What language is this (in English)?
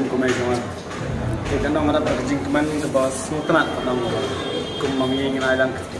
Khasi